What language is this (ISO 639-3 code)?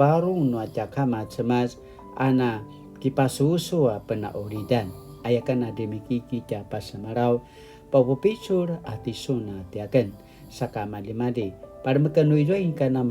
pwn